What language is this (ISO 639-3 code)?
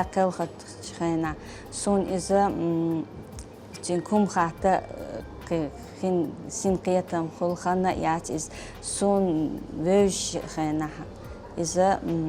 che